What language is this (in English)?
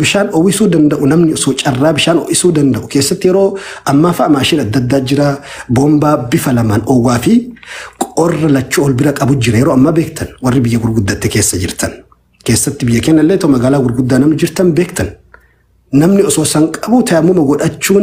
Oromo